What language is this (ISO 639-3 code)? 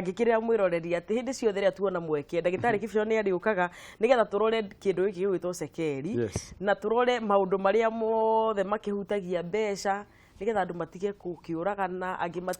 kik